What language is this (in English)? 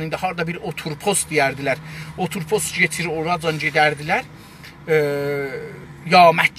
South Azerbaijani